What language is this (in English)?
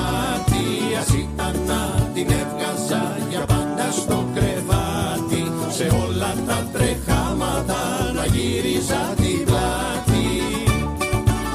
Greek